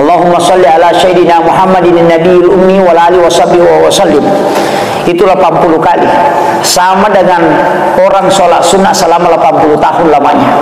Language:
Buginese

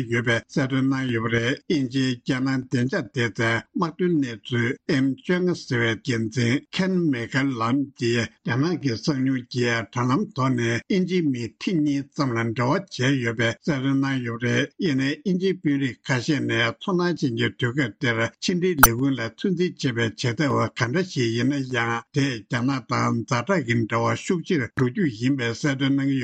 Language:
Tibetan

